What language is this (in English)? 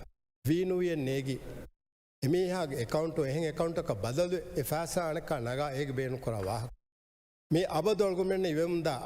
Divehi